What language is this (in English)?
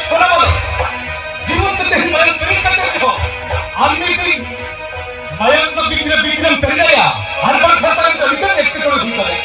Santali